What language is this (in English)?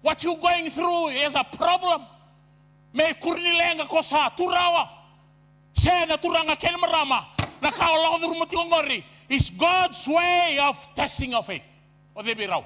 Fijian